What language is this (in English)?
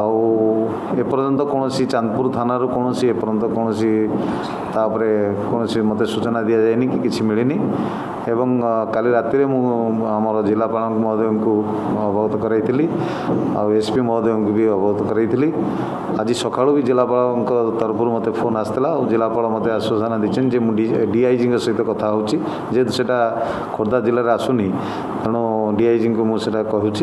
Odia